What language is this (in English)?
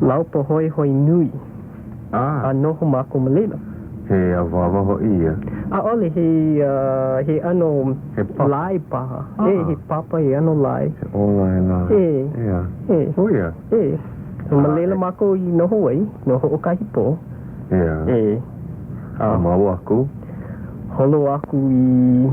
Hawaiian